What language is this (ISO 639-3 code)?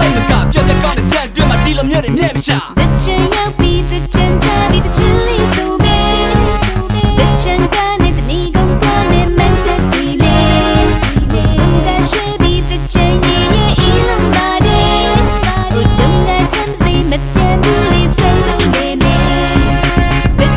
mya